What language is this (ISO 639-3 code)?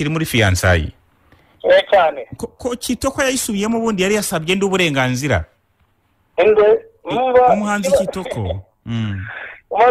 kin